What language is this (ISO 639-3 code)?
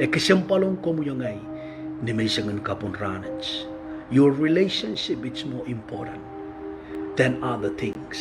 pon